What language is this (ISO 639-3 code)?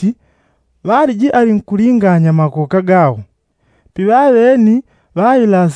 yao